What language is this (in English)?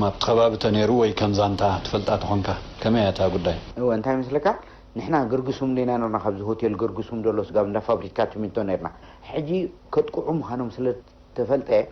Tigrinya